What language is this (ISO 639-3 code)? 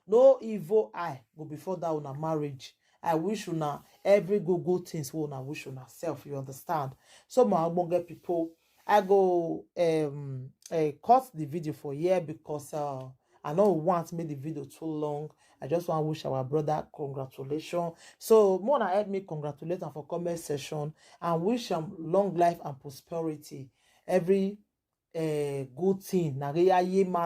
pcm